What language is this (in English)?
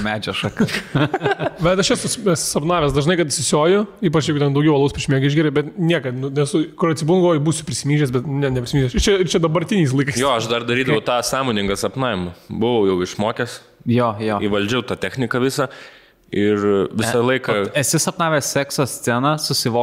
Lithuanian